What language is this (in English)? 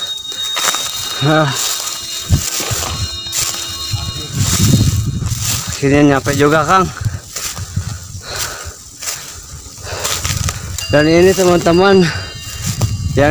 Indonesian